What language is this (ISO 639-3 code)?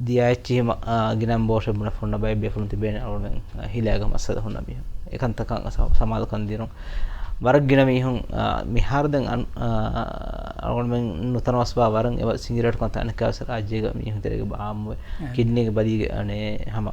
div